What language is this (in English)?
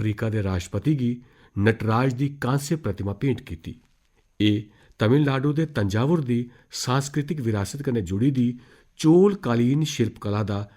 Dogri